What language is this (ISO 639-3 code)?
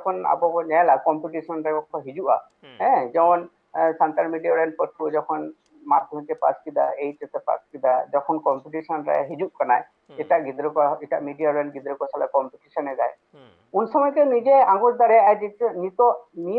sat